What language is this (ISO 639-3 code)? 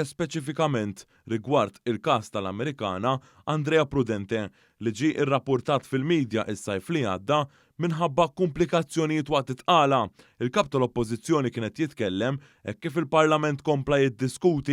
mlt